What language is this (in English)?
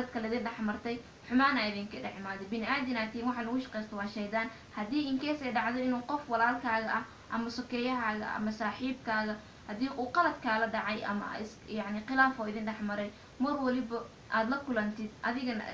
Somali